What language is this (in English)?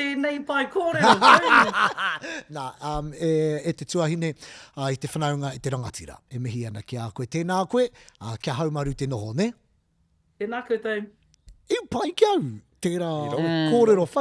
Māori